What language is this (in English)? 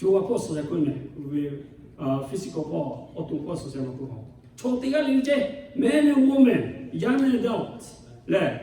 Lahu